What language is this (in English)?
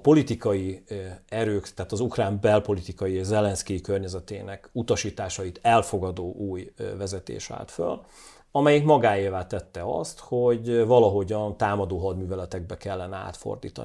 Hungarian